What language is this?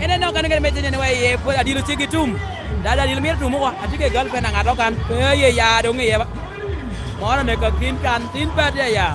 Lango (Uganda)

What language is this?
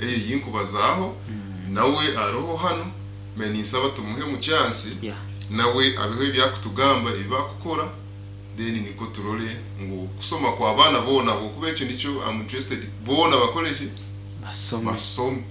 Nyoro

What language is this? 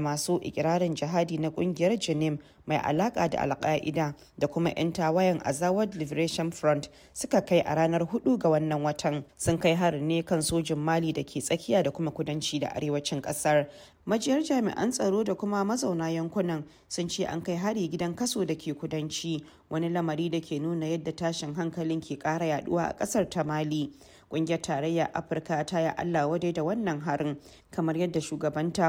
Hausa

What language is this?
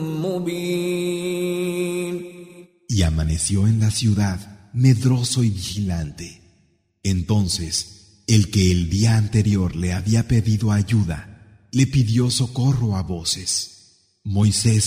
Spanish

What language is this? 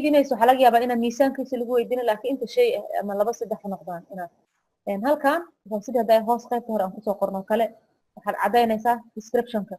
Somali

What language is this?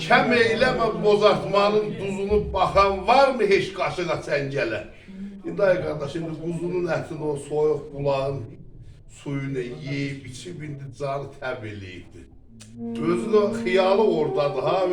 South Azerbaijani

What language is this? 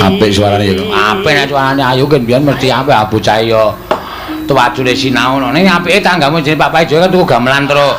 Javanese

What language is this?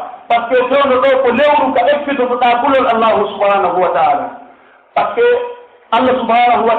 Pular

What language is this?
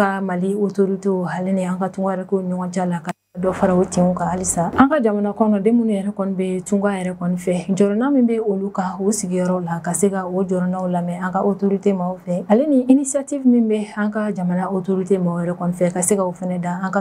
Bambara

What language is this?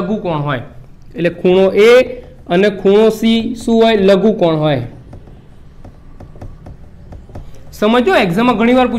Gujarati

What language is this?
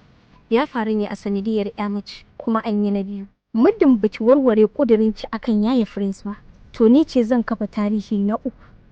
Hausa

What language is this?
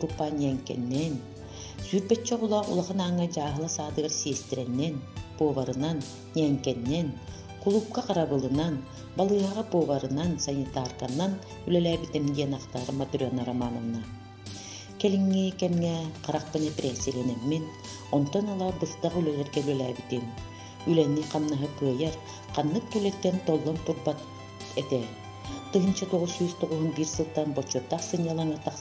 Yakut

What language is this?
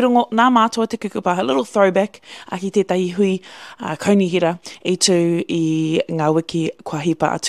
Māori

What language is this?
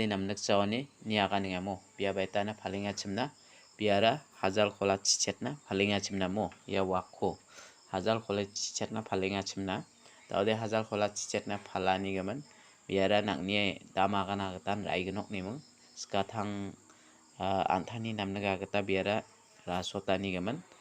Garo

